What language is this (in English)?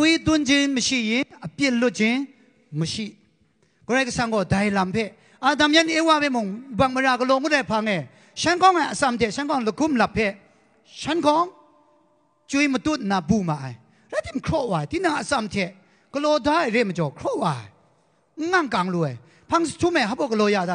Kachin